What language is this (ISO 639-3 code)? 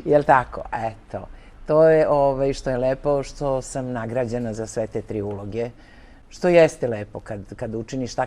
srp